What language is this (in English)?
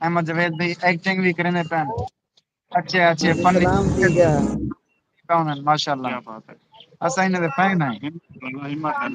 Saraiki